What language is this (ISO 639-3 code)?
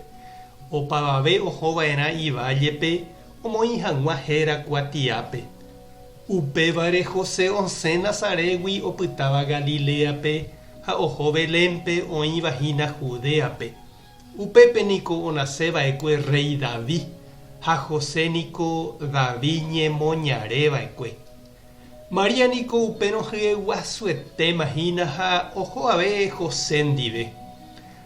grn